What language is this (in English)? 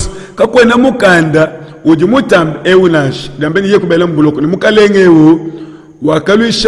Luba-Lulua